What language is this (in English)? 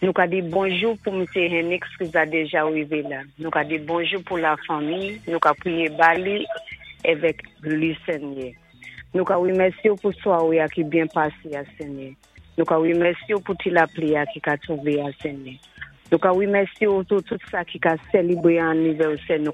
Saint Lucian Creole French